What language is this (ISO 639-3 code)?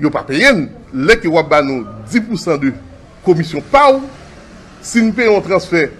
hat